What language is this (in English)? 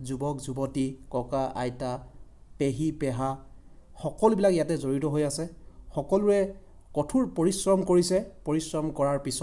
Assamese